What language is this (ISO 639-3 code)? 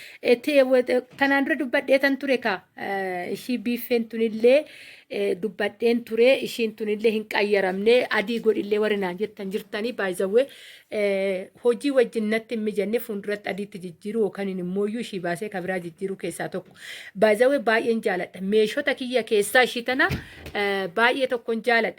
orm